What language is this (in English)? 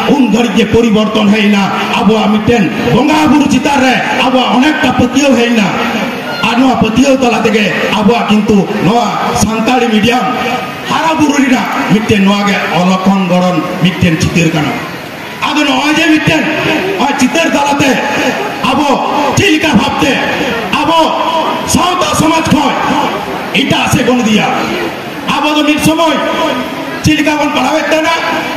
Santali